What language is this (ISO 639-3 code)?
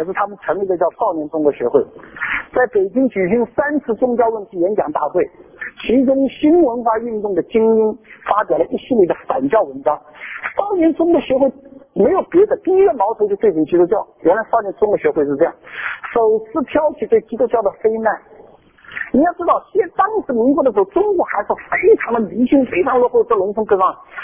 zho